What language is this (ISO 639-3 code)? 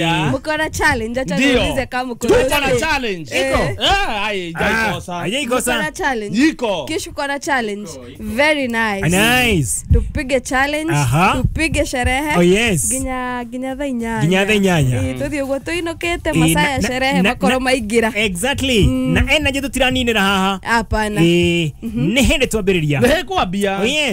kik